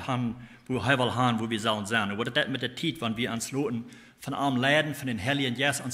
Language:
Plautdietsch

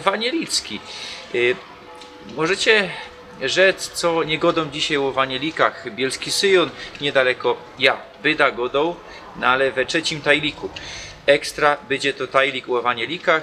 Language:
Silesian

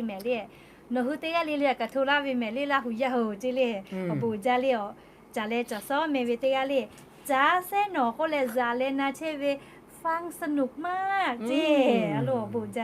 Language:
Lahu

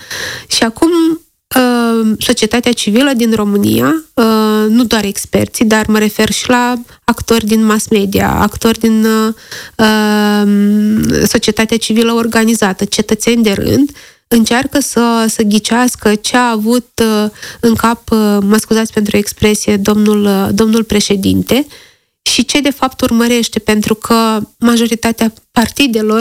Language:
Romanian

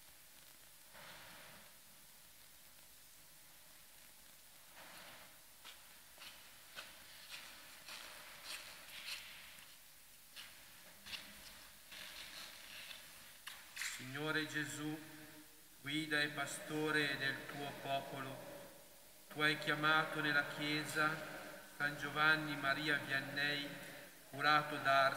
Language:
Italian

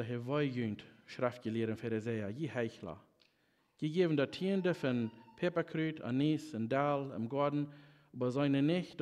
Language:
Plautdietsch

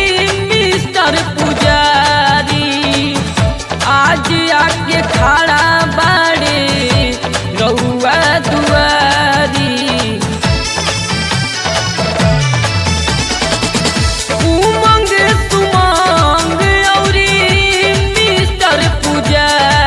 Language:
Bhojpuri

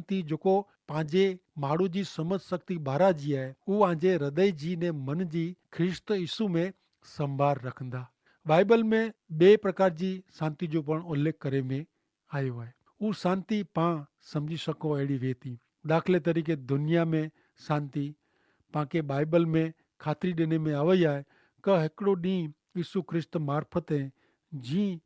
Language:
Kachhi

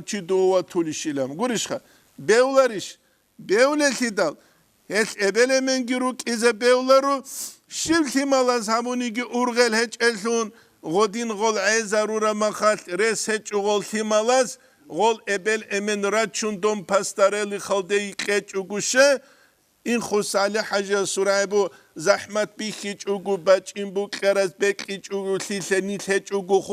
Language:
Avaric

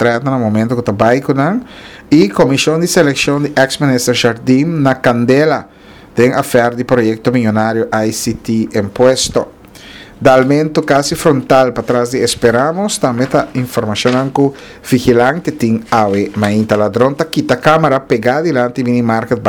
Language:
Papiamento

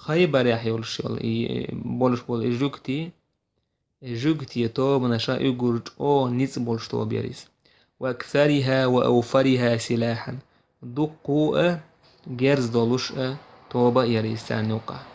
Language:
Chechen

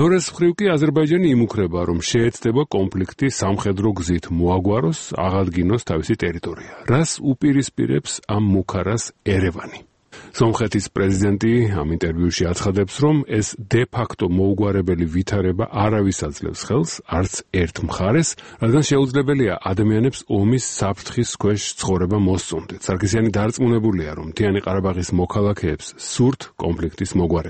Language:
Georgian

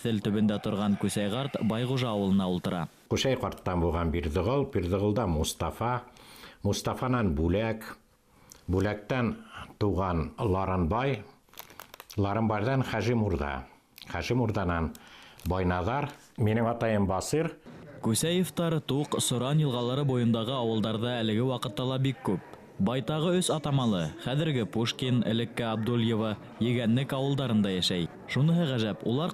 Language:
Bashkir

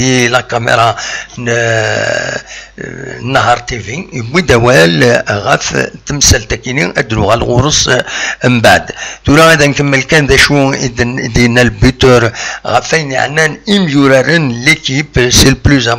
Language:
Kabyle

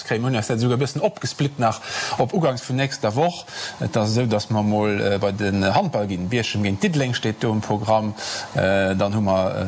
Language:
Luxembourgish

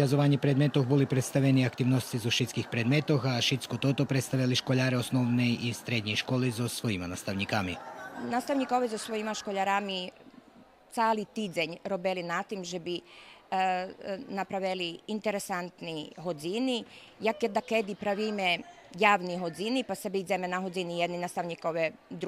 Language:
Rusyn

